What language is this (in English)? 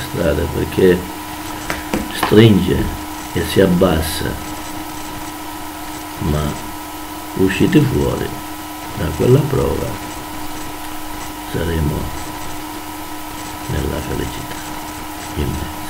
Italian